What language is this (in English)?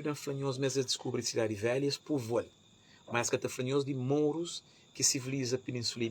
Kabuverdianu